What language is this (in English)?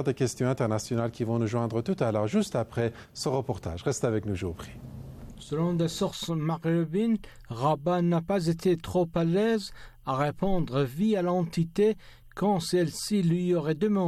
French